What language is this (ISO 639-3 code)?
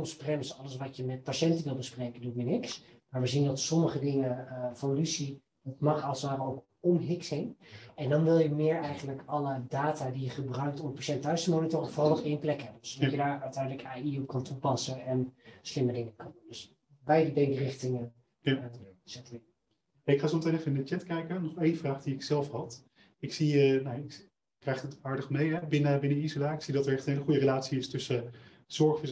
nld